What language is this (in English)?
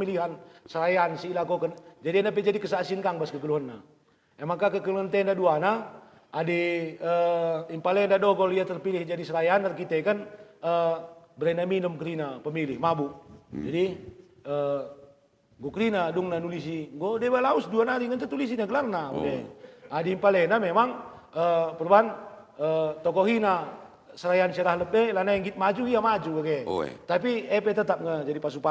Batak Karo